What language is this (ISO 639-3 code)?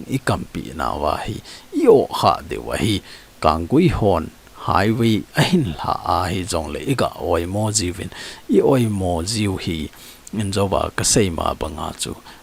tcz